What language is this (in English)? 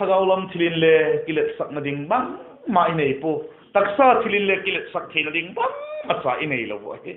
Vaiphei